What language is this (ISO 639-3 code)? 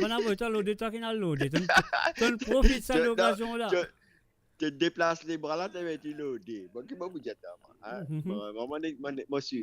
mfe